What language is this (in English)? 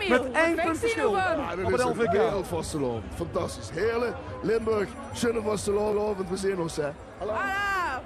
Limburgish